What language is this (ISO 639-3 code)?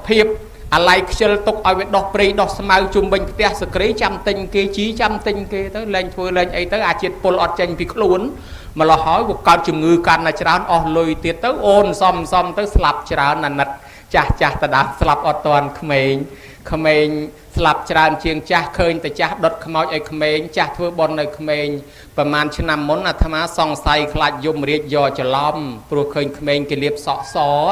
khm